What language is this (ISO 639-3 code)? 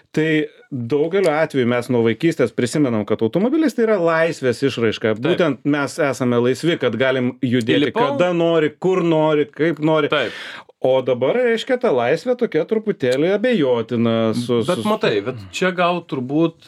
lit